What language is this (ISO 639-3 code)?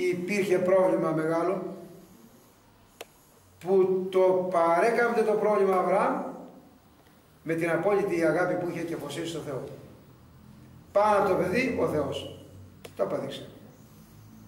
ell